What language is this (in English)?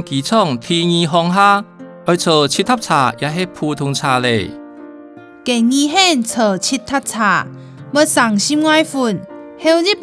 Hakka Chinese